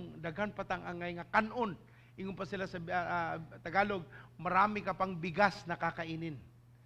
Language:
Cebuano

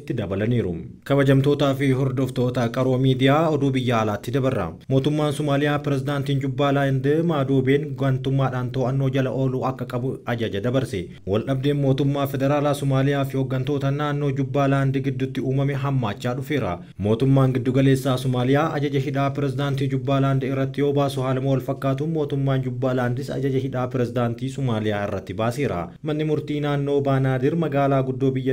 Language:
Oromo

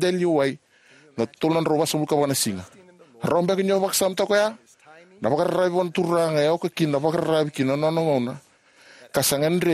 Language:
Fijian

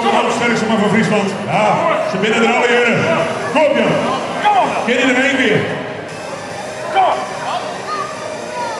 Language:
Dutch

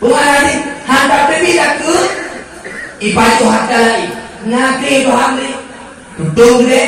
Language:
Achinese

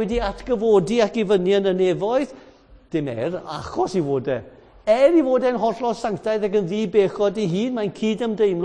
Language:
Welsh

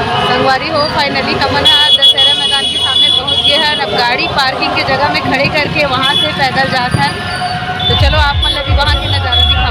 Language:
Chhattisgarhi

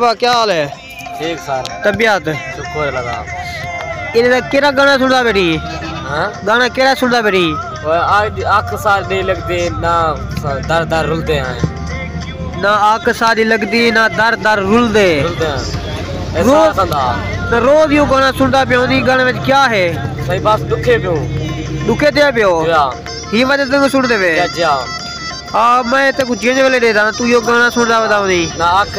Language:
Saraiki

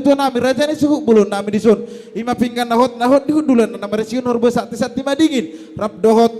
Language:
Batak Toba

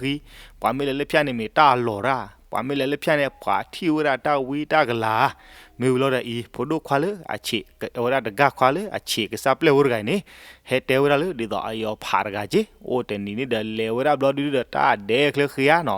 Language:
S'gaw Karen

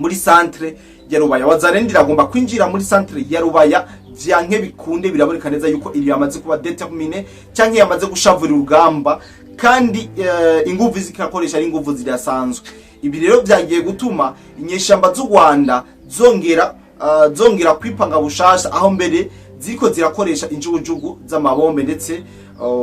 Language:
Rundi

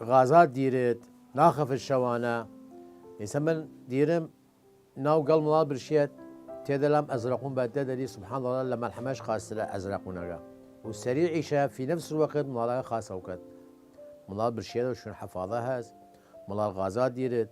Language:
Southern Kurdish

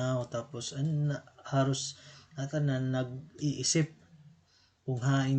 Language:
Waray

